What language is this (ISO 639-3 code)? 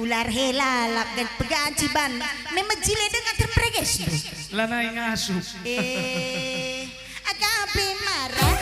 btx